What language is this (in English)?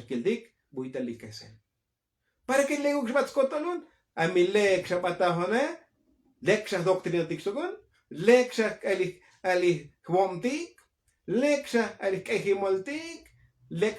Tzotzil